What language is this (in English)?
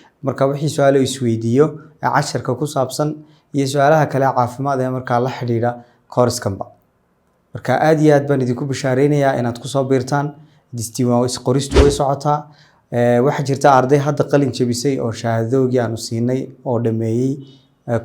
Somali